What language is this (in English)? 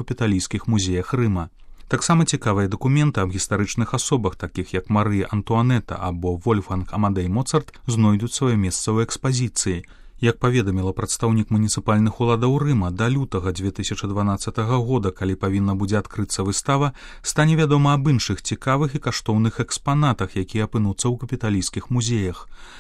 Belarusian